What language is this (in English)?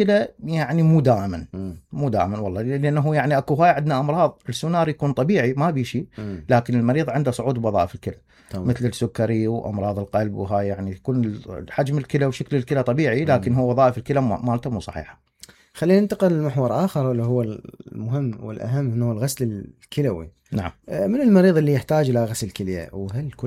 Mesopotamian Arabic